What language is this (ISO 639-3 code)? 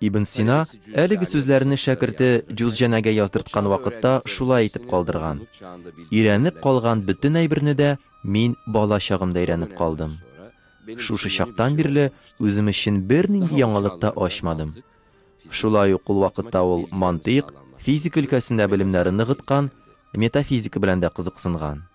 tat